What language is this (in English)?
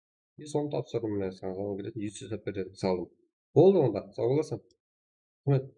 Kara-Kalpak